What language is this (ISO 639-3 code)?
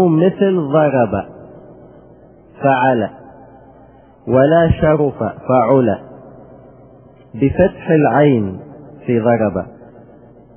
ara